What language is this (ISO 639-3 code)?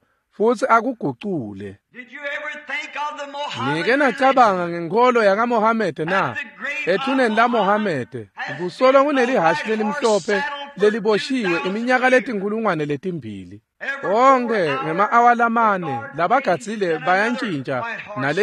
ssw